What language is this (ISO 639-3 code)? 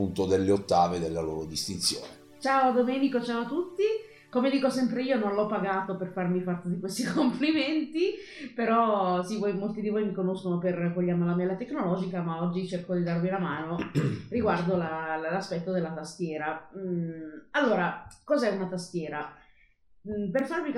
ita